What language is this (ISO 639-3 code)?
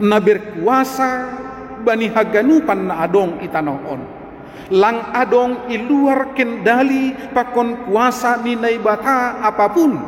bts